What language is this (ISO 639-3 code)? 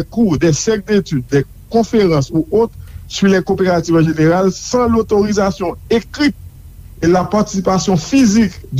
hat